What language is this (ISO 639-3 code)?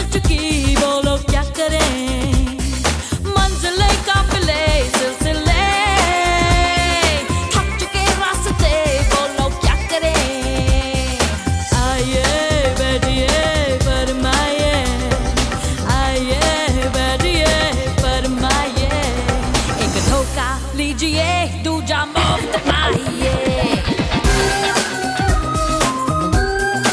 hin